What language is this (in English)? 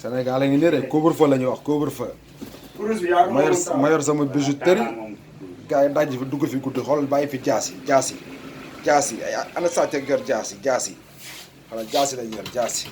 Wolof